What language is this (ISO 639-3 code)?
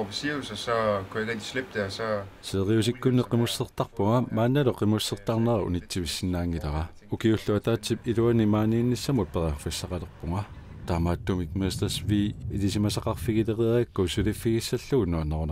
kal